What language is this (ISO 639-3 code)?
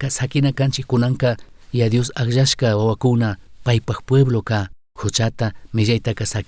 qug